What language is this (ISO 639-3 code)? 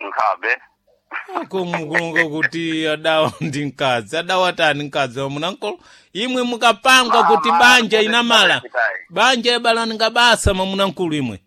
seh